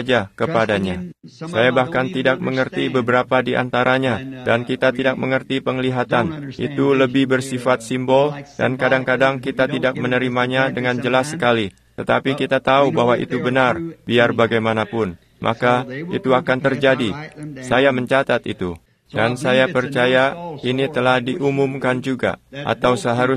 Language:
Indonesian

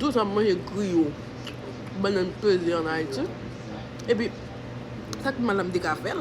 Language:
Haitian Creole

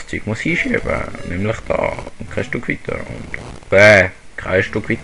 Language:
Swiss German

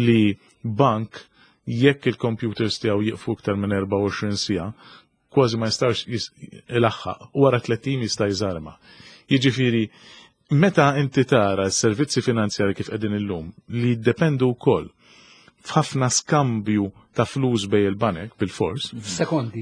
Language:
Maltese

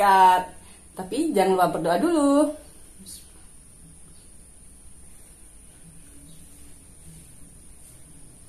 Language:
Indonesian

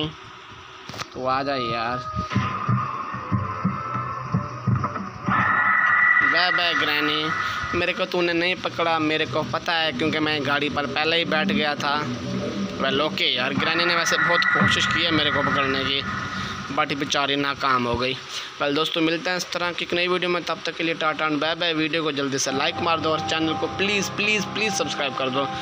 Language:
Hindi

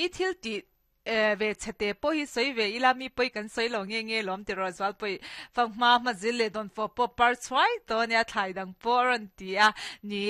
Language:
Mizo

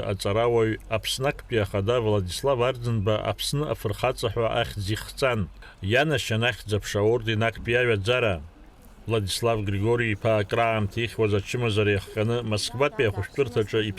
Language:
Abkhazian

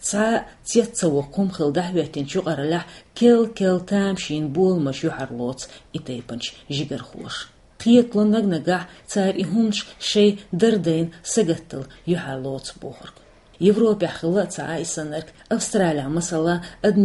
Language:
Chechen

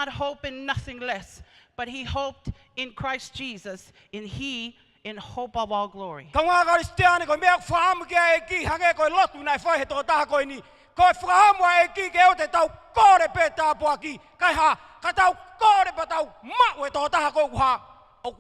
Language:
Tongan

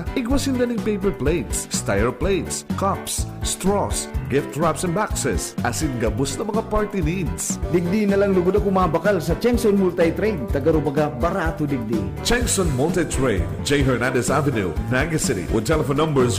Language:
Bikol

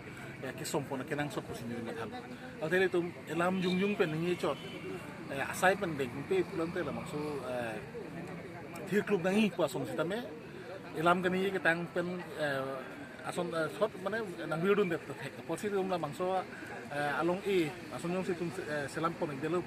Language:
Karbi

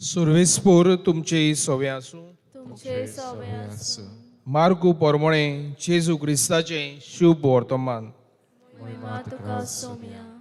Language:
Konkani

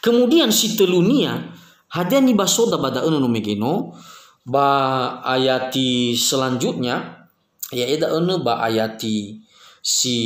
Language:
Nias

